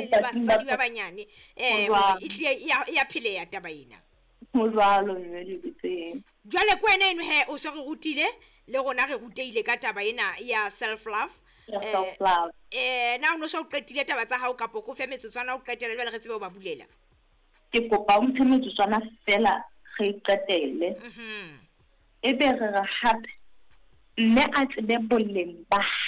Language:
Southern Sotho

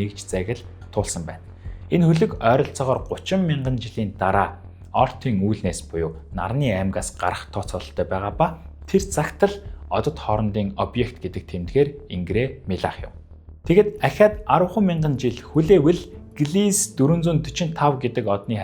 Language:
Mongolian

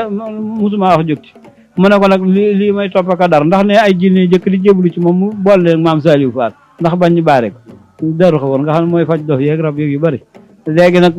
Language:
Wolof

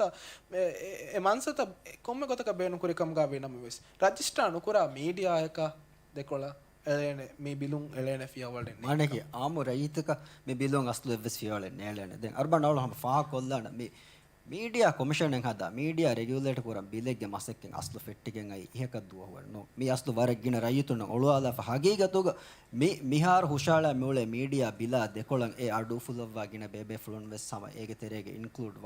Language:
Divehi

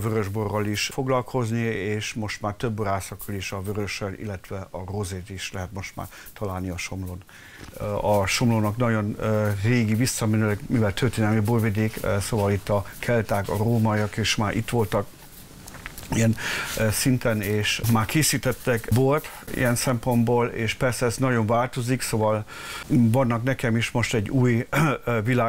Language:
Hungarian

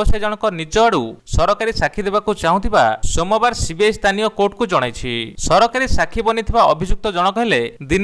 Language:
Odia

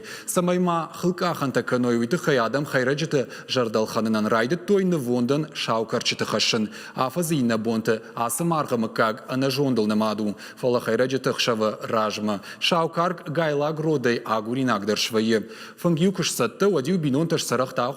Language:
Ossetic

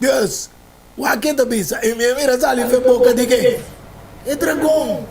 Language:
Papiamento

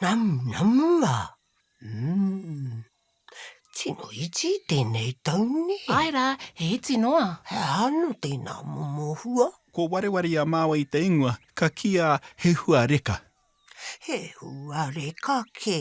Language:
Māori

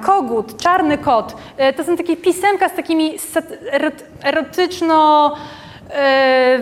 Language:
Polish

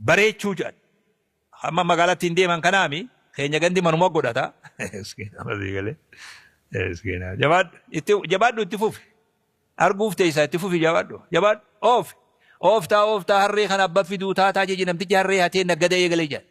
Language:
Oromo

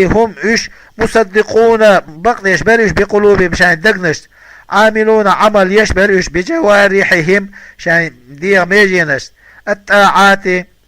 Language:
Chechen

